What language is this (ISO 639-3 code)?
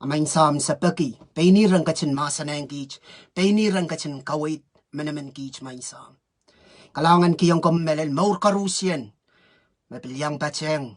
pon